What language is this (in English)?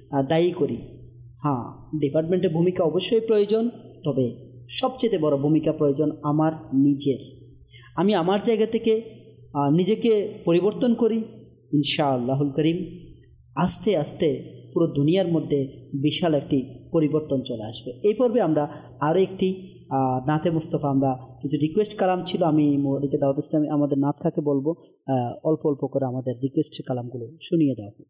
Bangla